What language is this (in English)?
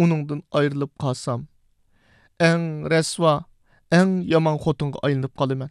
Uyghur